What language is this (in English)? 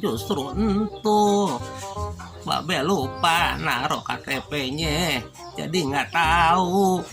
Betawi